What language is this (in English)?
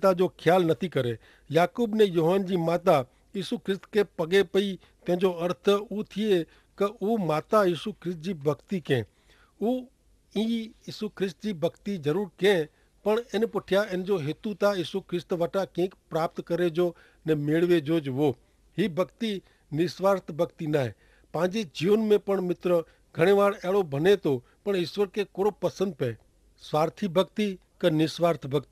Kachhi